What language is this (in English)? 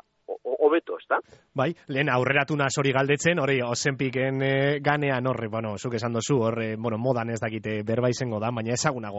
Basque